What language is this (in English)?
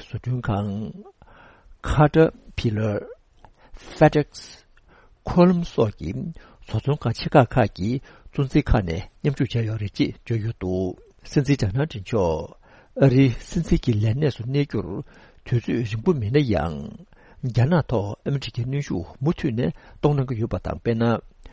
Tibetan